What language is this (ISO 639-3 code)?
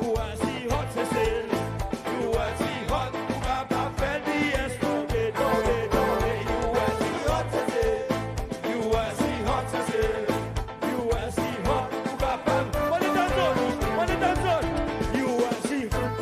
crs